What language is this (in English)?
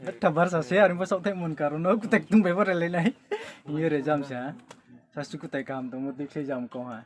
Riang (India)